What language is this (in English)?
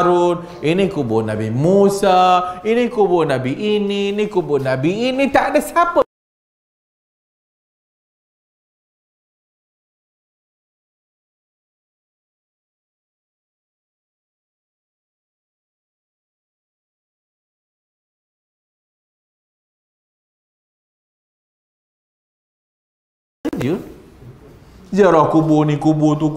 Malay